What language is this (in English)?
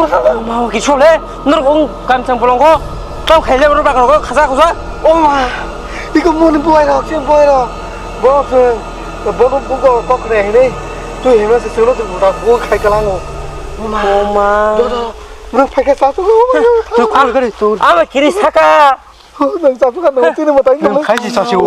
Kok Borok